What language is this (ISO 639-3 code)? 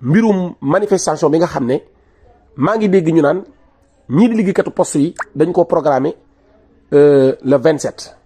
wol